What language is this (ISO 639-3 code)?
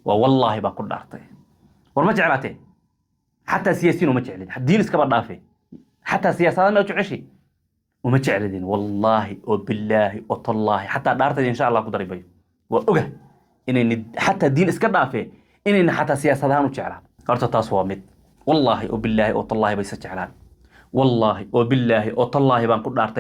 som